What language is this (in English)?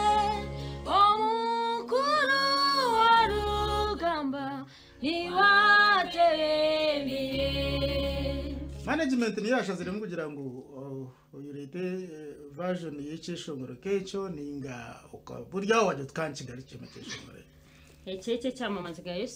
Kinyarwanda